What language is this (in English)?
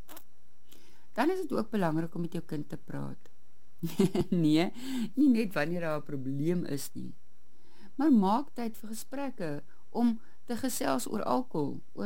Afrikaans